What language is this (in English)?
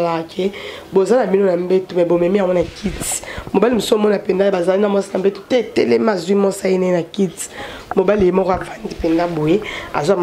Lingala